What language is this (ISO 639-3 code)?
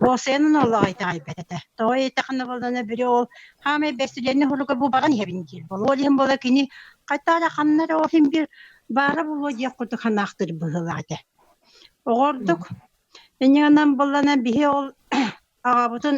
sah